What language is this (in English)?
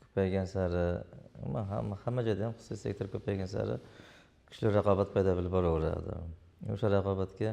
Uzbek